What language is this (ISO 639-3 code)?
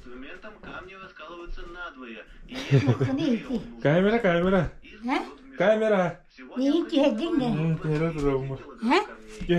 sah